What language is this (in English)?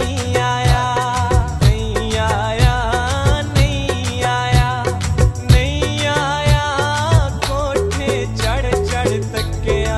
Pahari-Potwari